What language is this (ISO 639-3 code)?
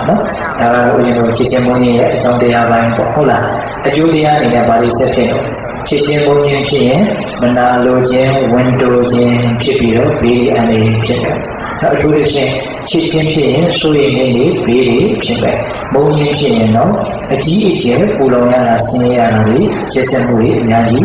mya